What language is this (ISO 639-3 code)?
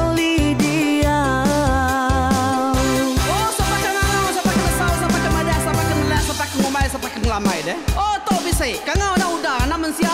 iba